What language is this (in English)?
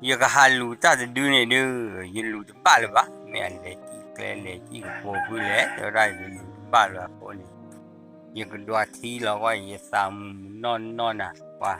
S'gaw Karen